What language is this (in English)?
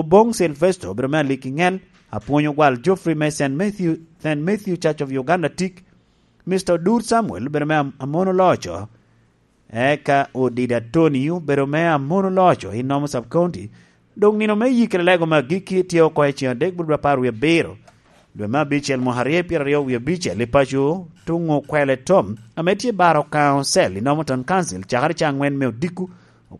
Lango (Uganda)